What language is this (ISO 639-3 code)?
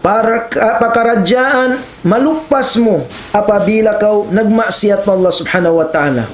tsg